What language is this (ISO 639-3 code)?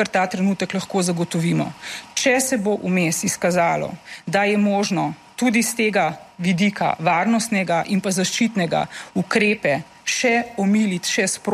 slv